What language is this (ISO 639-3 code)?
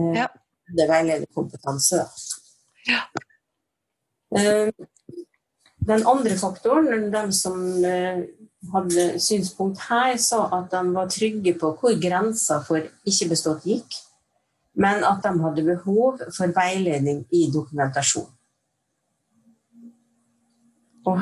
nor